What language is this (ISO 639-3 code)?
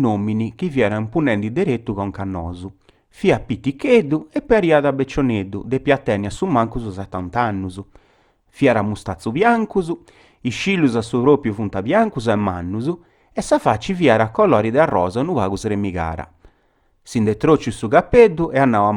srd